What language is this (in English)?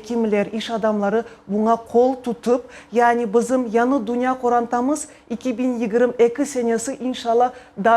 Crimean Tatar